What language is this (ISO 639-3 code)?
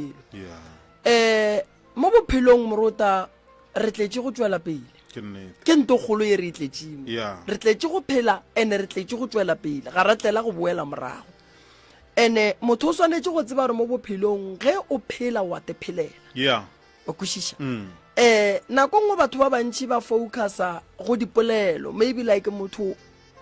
nso